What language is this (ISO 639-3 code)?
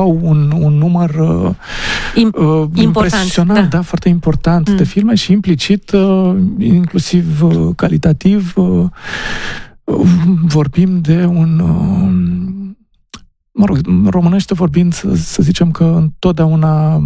ron